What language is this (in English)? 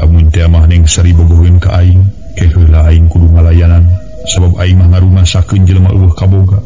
Sundanese